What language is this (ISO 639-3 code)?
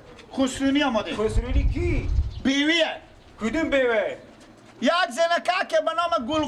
fas